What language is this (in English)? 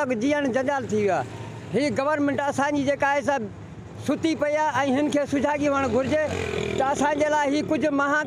Sindhi